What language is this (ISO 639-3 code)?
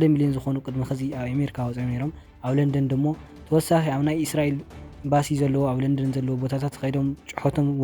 tir